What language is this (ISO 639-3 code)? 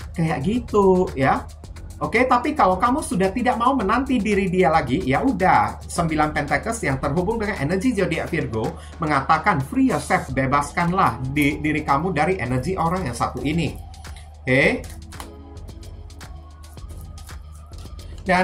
ind